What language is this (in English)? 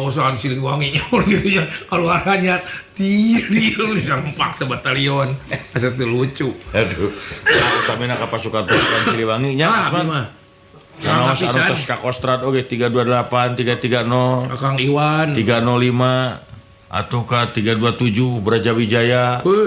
Sundanese